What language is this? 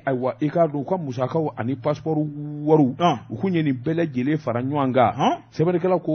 Bambara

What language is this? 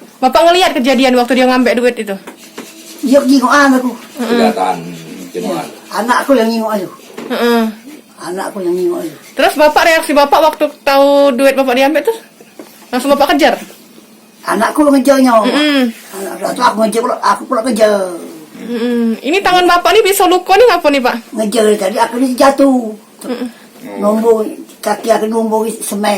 Musi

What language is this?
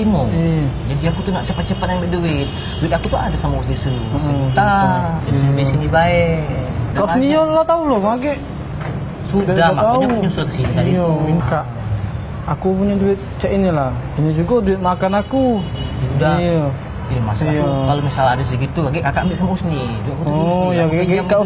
Musi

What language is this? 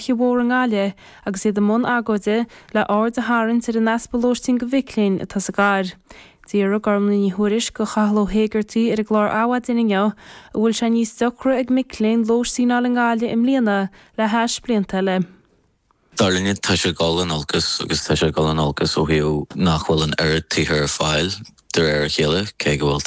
Irish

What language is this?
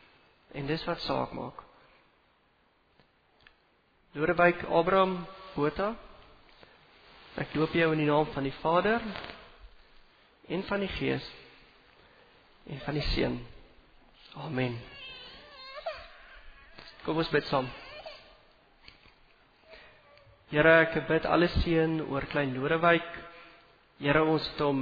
Afrikaans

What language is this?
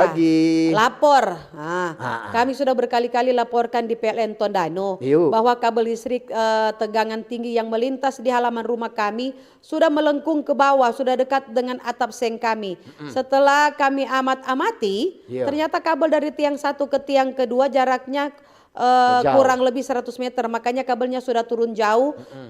Manado Malay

